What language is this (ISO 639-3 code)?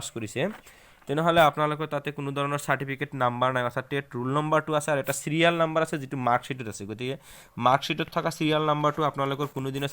asm